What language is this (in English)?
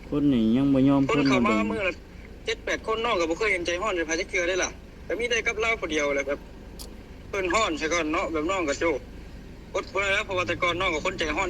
Lao